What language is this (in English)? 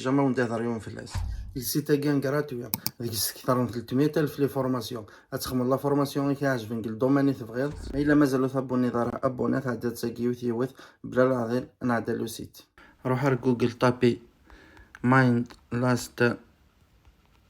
Kabyle